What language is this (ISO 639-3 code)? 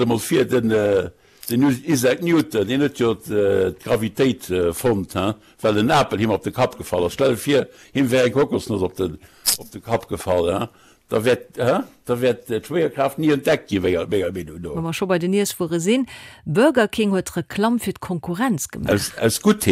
ltz